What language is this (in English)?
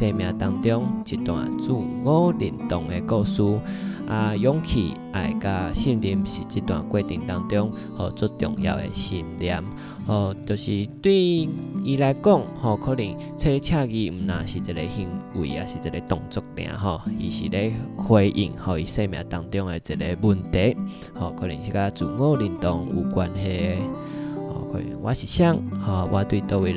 Min Nan Chinese